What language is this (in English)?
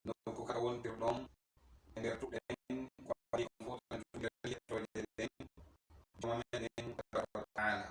Pular